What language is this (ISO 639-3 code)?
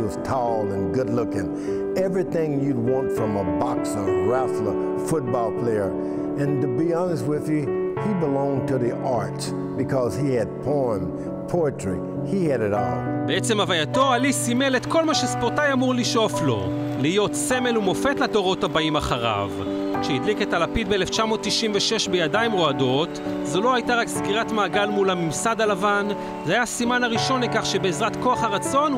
heb